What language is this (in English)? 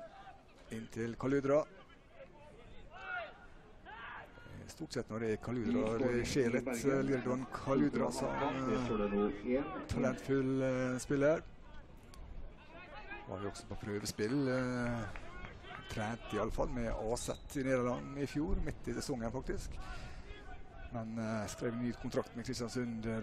Norwegian